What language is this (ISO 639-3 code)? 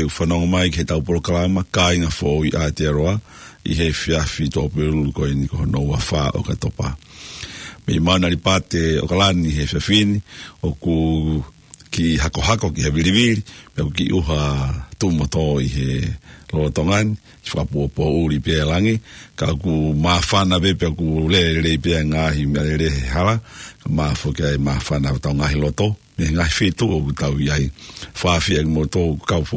ton